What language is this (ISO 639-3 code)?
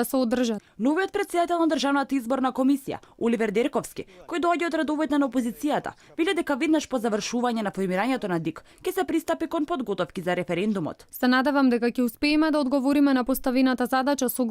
mkd